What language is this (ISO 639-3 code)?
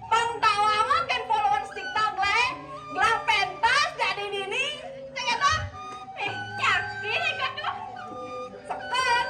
ban